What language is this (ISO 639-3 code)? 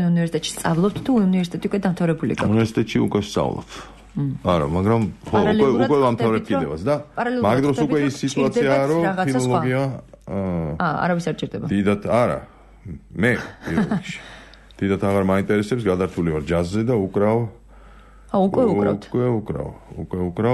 kat